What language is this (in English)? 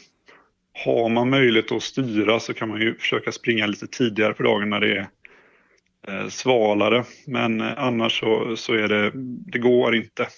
Swedish